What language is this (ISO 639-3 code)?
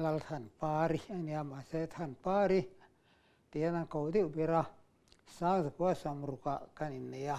lus